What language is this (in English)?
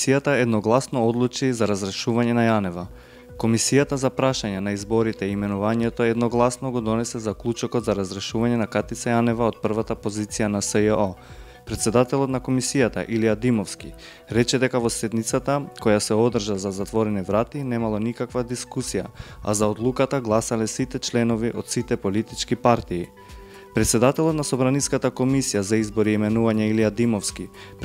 Macedonian